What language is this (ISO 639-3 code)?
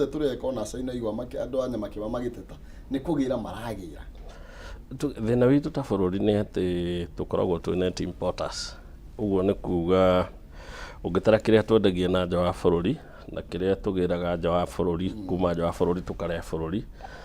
kik